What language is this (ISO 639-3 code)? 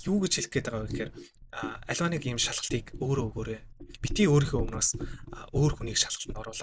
mon